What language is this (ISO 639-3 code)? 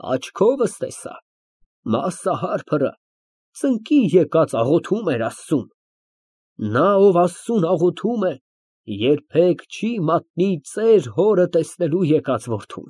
hye